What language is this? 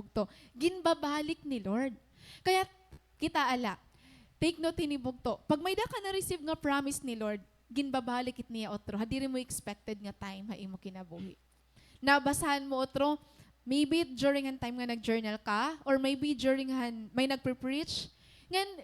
Waray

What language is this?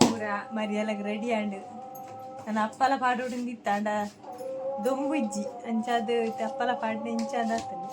Tulu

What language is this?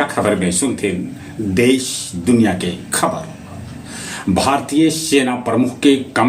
Magahi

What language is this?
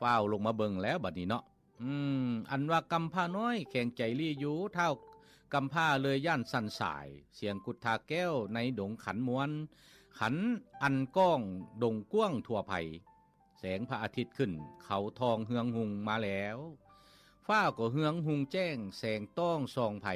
Lao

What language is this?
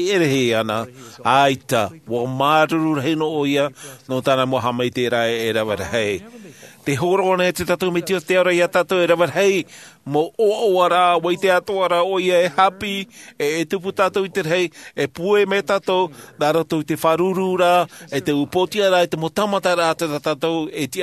Tahitian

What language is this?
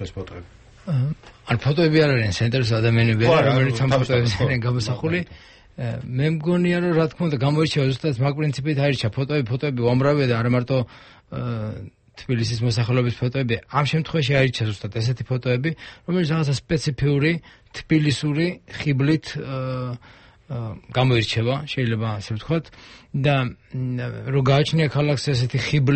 Georgian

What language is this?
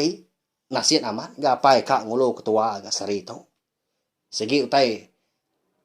Iban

